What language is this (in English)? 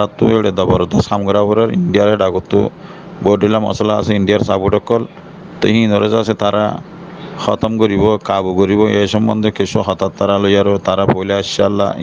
Rohingya